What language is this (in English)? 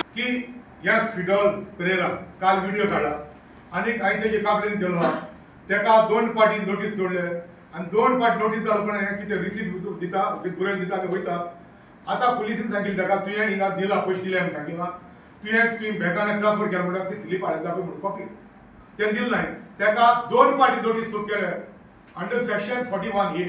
Konkani